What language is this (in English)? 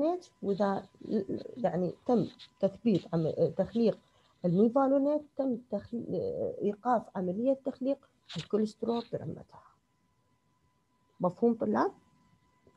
Mesopotamian Arabic